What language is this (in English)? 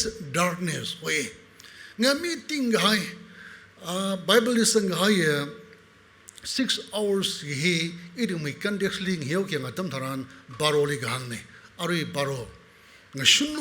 Tangkhul Naga (India)